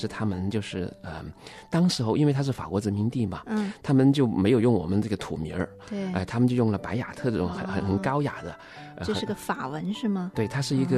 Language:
Chinese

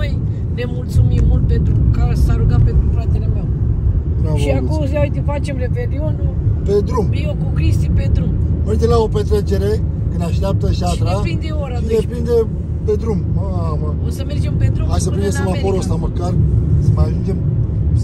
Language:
Romanian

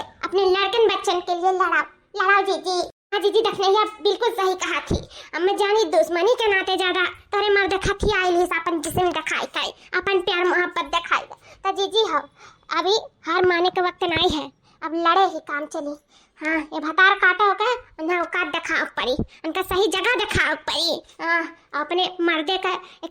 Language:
Awadhi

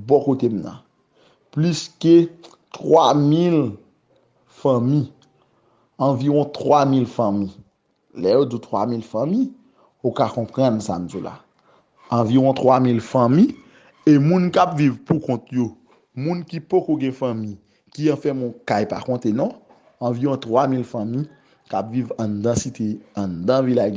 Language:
Haitian Creole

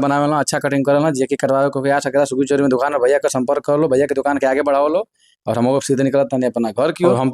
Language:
Bhojpuri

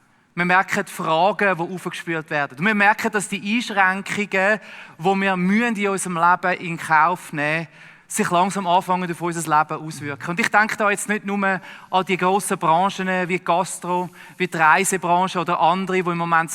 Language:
Swiss German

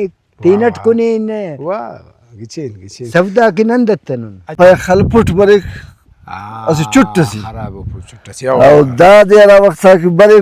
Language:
Brahui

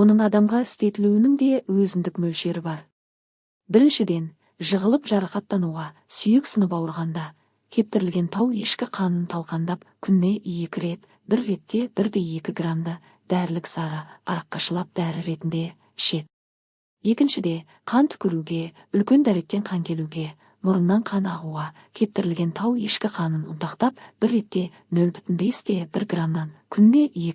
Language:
Kazakh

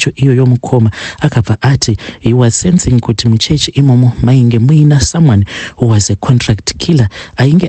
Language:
Shona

